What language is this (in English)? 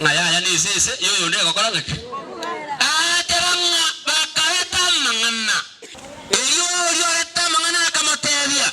Gusii